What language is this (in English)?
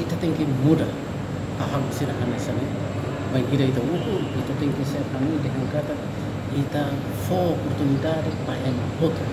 Tetum